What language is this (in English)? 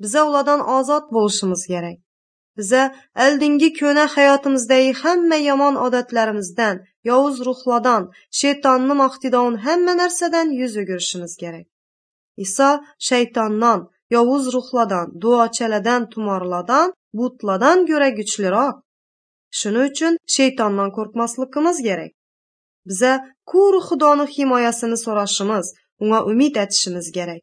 Uzbek